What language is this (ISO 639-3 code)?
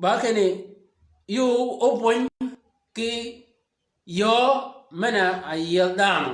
shk